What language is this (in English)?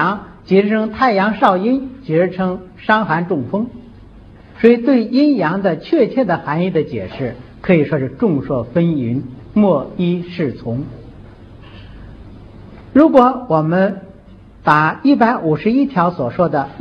Chinese